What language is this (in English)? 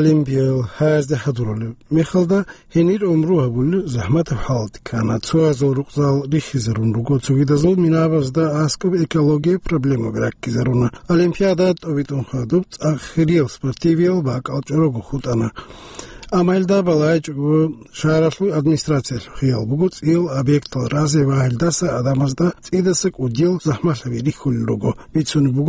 Avaric